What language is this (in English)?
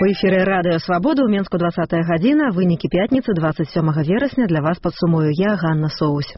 Belarusian